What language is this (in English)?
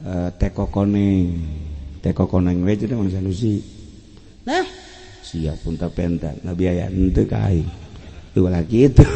Sundanese